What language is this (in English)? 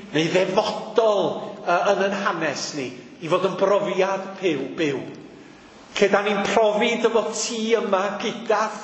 Welsh